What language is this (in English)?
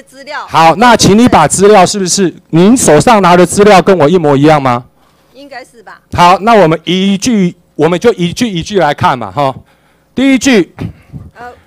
Chinese